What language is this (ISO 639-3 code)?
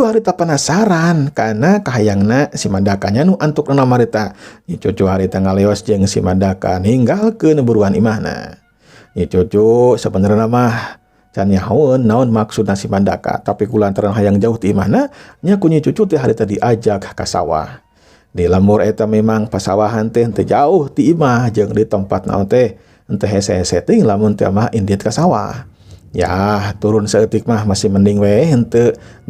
sun